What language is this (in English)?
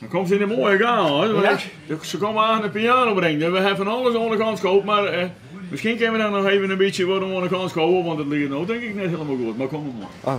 Western Frisian